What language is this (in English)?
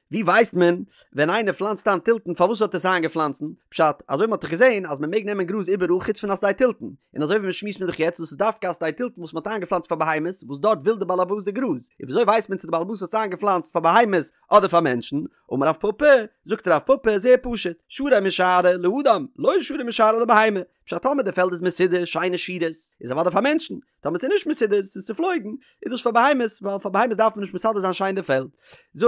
Yiddish